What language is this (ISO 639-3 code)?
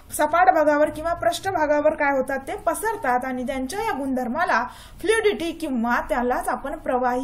mar